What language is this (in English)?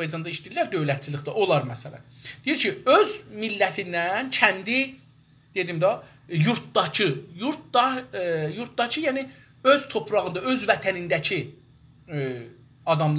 South Azerbaijani